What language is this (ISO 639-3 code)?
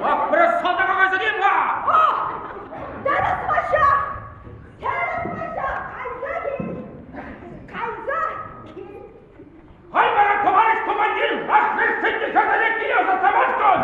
chv